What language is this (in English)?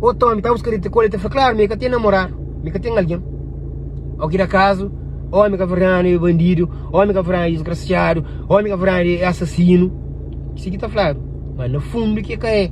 Kabuverdianu